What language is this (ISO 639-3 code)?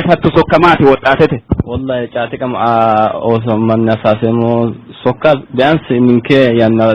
sid